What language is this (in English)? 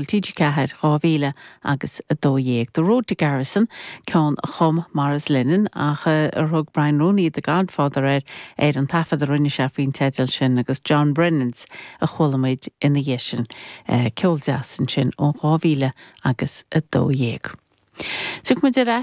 Irish